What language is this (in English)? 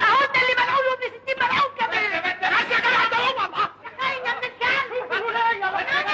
Egyptian Arabic